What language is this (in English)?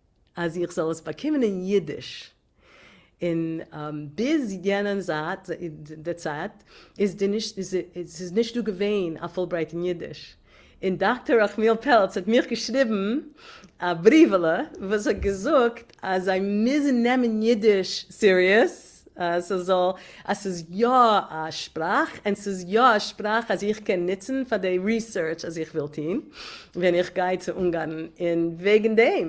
Yiddish